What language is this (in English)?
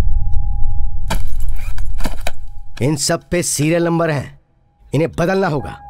Hindi